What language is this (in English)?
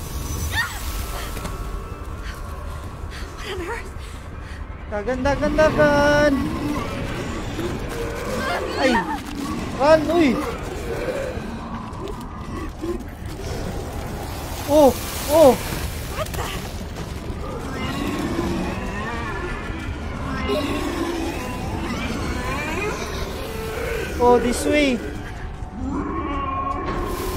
Filipino